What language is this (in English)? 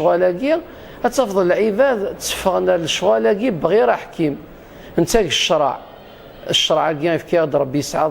Kabyle